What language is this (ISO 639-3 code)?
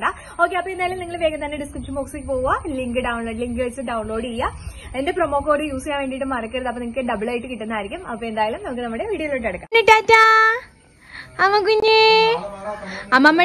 mal